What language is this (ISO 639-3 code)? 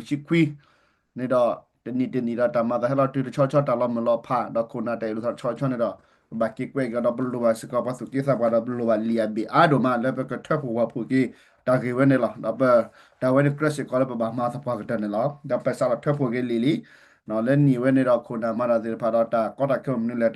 ksw